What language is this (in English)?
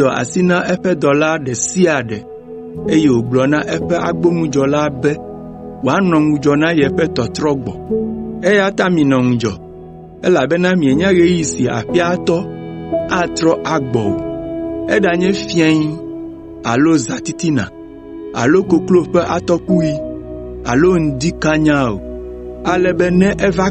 Ewe